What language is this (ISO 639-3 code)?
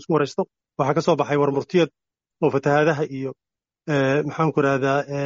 som